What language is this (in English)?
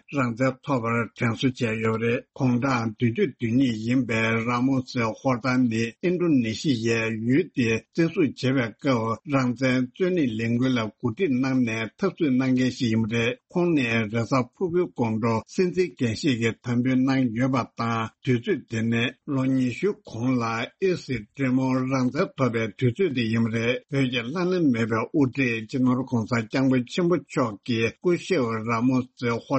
Tibetan